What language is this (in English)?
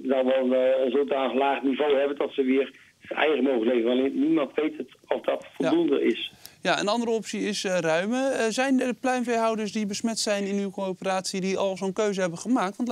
Dutch